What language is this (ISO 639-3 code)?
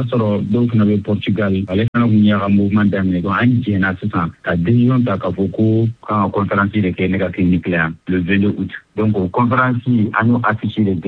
bam